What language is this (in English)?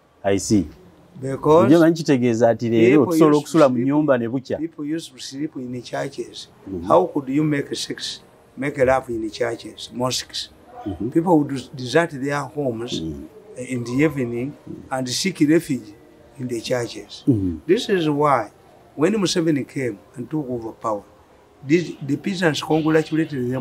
English